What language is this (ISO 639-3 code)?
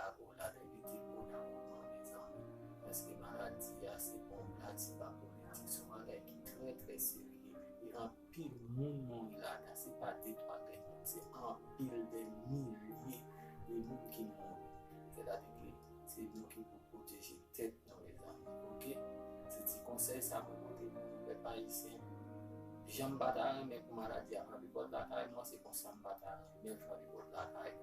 hat